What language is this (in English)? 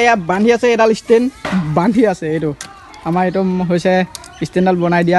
Assamese